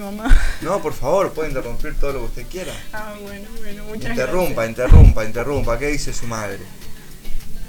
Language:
Spanish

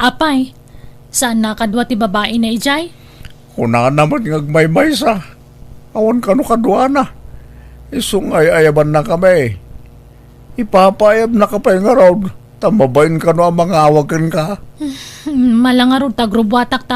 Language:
Iloko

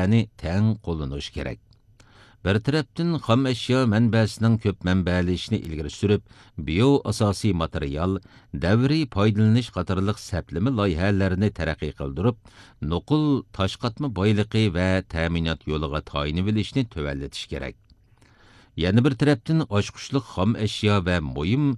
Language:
Uyghur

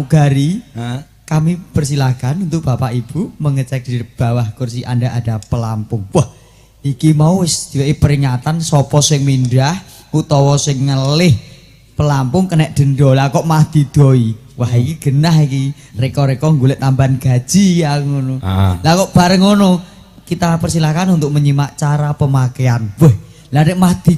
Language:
Javanese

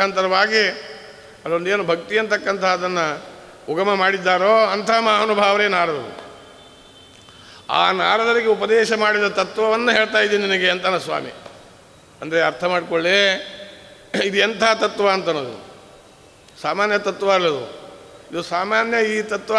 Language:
Kannada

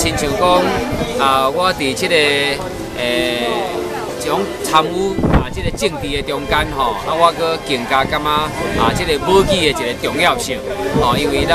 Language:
Min Nan Chinese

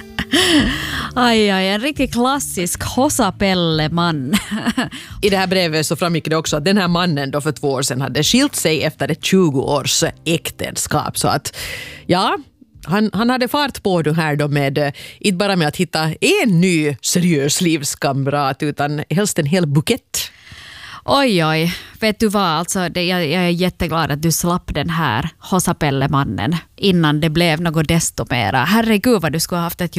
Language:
Swedish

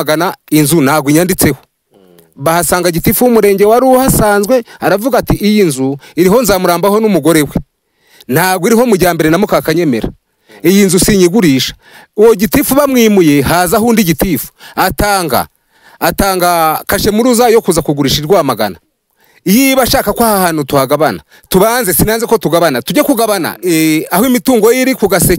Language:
Kinyarwanda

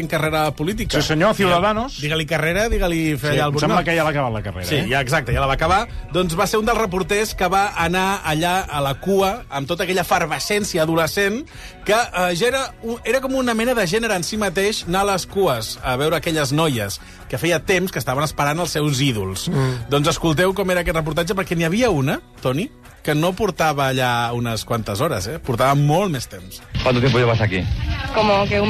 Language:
Catalan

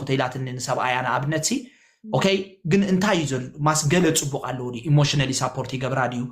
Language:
Tigrinya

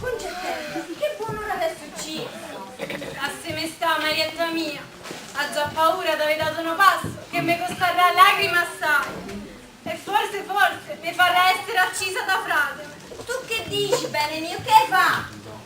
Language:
Neapolitan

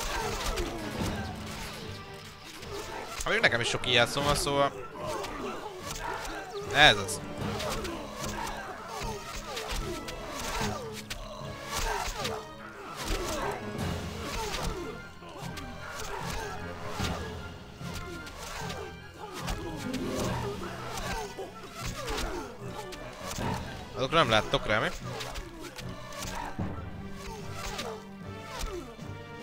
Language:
Hungarian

